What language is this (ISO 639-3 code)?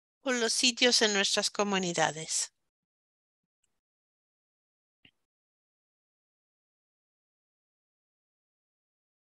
spa